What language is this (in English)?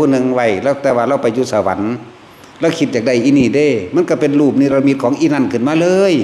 Northeastern Thai